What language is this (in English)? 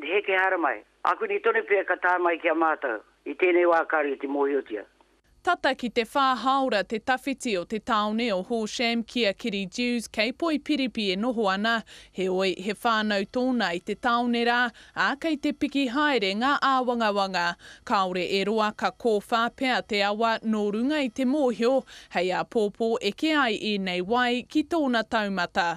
Māori